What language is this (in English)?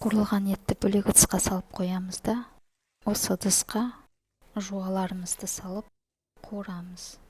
Kazakh